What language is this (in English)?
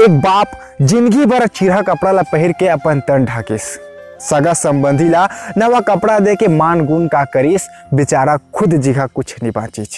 Chhattisgarhi